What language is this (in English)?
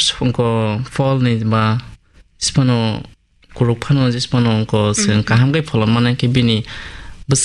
Kok Borok